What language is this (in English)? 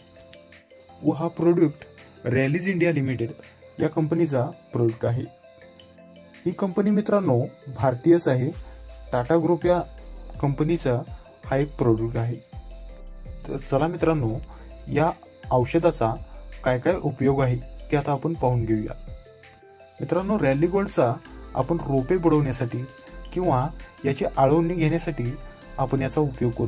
Marathi